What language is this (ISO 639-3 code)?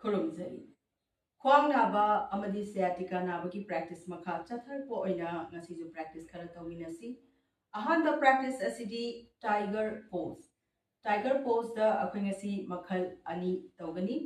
mni